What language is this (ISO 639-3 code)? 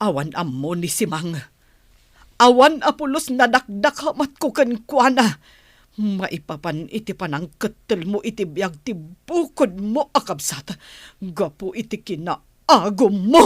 ilo